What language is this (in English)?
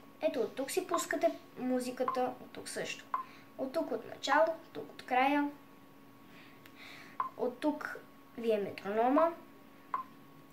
Bulgarian